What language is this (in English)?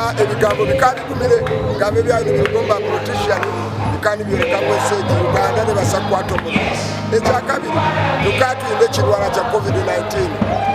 Nyankole